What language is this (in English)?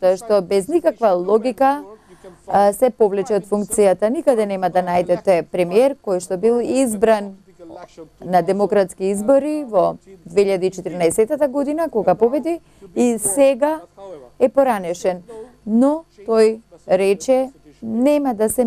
Macedonian